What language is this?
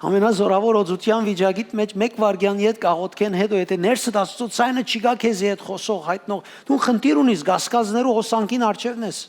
Western Armenian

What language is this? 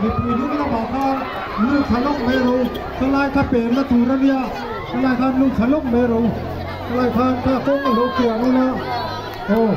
Mizo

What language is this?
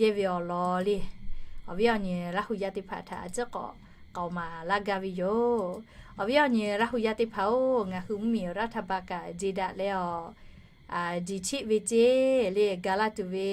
Lahu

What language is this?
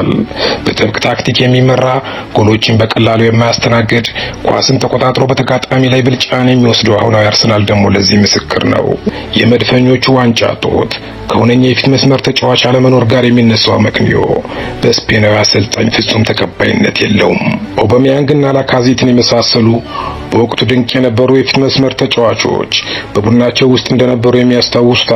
Amharic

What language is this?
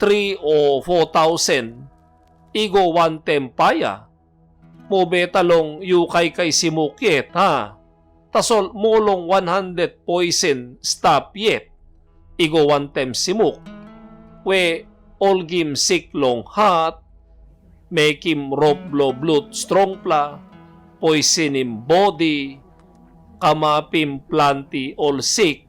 Tok Pisin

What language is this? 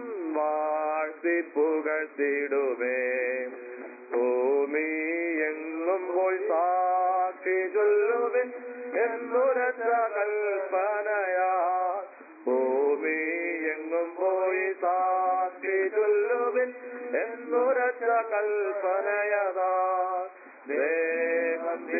Malayalam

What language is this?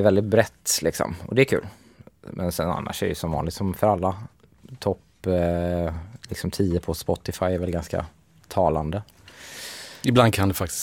Swedish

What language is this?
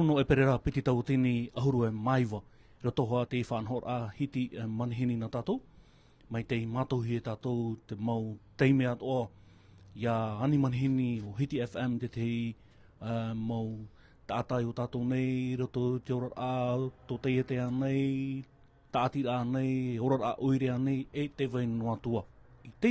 Tahitian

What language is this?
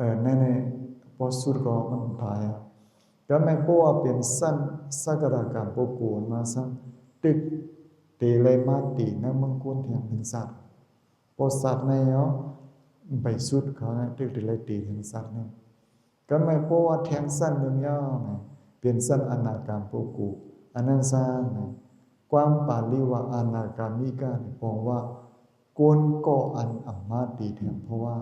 Shan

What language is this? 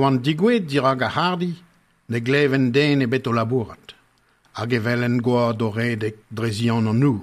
Breton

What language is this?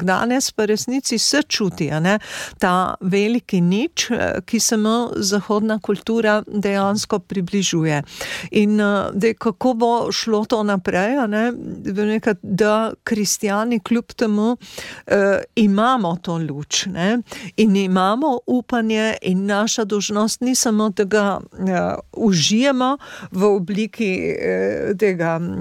Slovenian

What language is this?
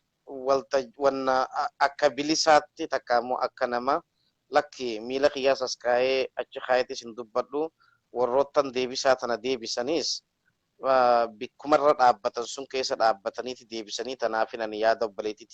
Oromo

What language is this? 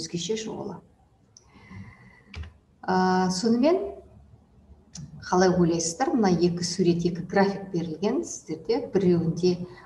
Kazakh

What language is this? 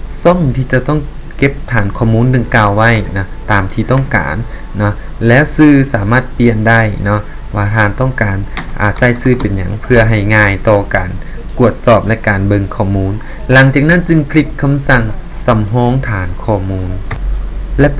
Lao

